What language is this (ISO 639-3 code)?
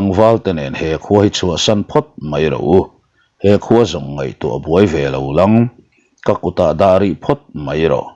lus